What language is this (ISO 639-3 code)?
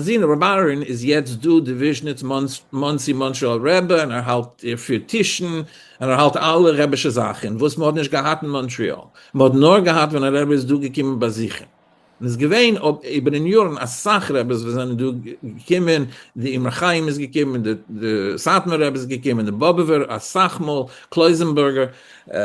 yid